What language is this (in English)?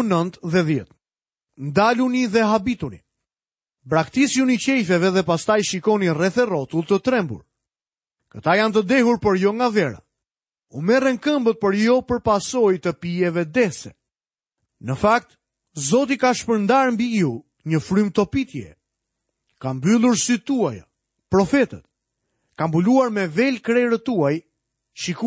Albanian